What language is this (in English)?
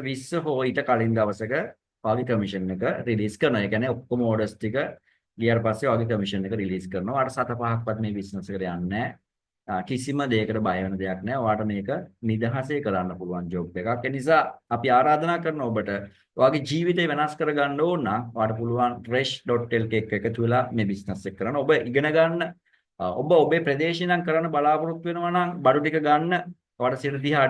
Sinhala